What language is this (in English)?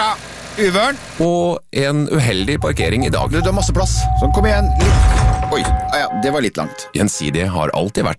Norwegian